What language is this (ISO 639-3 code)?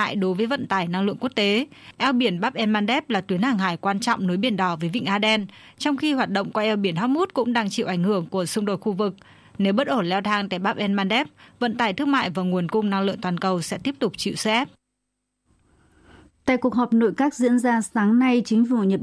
vie